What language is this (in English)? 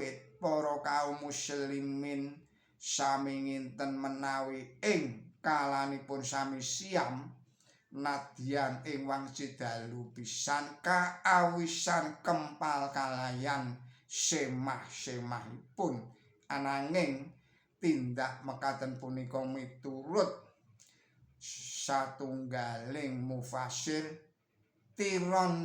Javanese